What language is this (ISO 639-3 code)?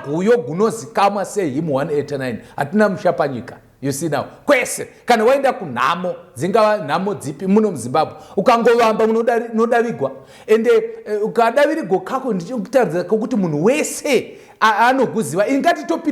sna